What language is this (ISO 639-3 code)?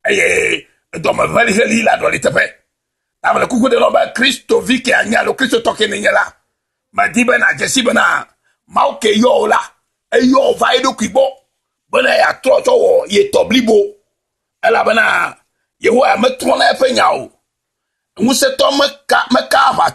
ewe